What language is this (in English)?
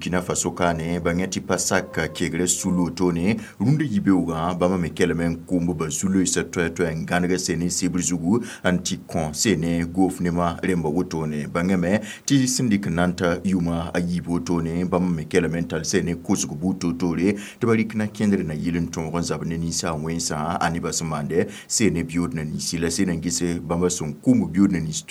Mossi